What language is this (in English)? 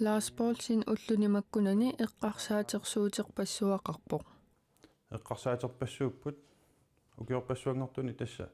Kalaallisut